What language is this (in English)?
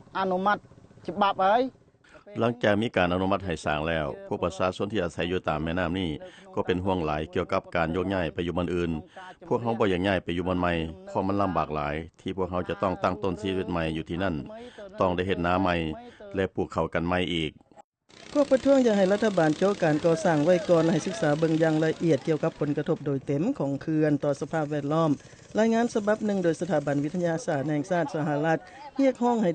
Lao